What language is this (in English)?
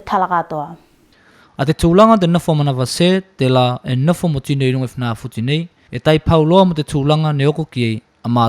Tuvalu